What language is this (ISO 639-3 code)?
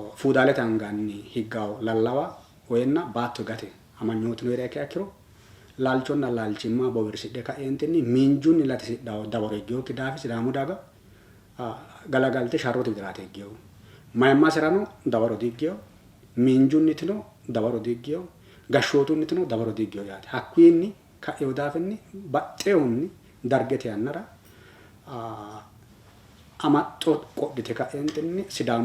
sid